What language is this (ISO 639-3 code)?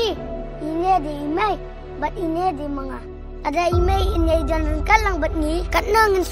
kha